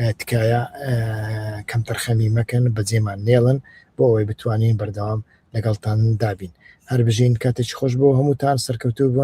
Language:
Central Kurdish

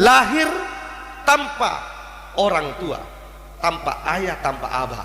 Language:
Madurese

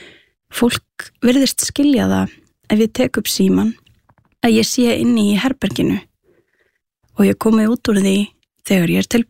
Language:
Icelandic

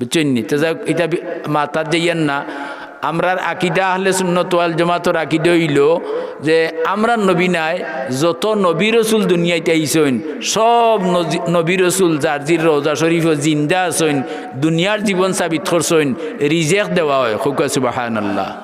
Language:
Sylheti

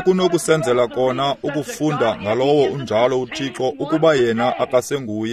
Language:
Xhosa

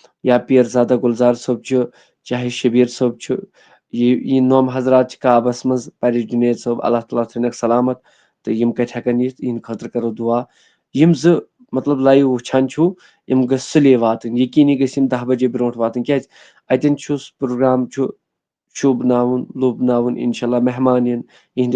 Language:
Kashmiri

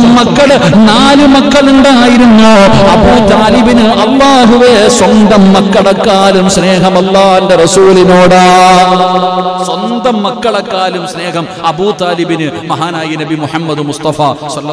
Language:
Malayalam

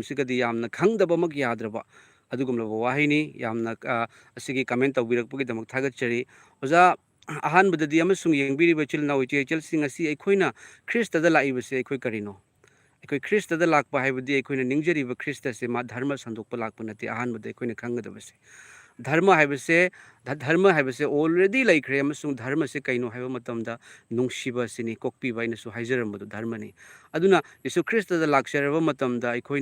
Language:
Manipuri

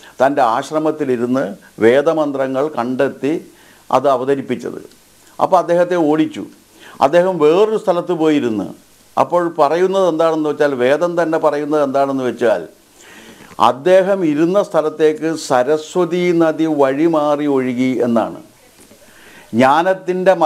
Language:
Malayalam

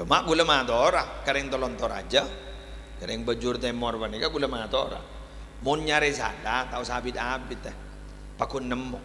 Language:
Madurese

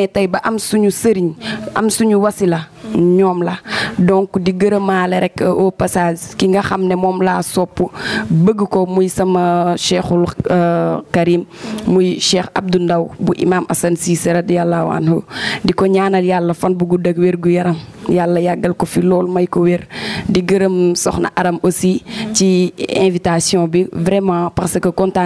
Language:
Wolof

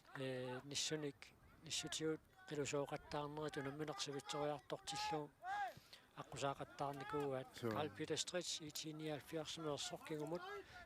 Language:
Kalaallisut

